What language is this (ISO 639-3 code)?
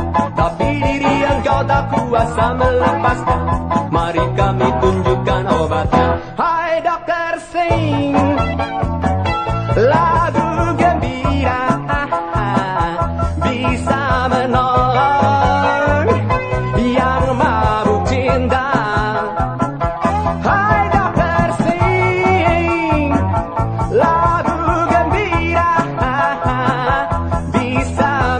ind